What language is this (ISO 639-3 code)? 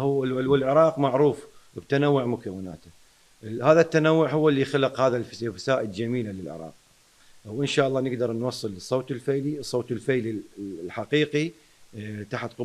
acm